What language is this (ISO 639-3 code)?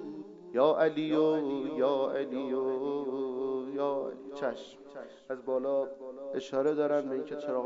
fas